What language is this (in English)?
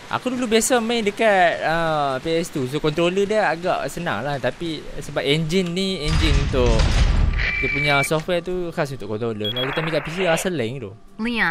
Malay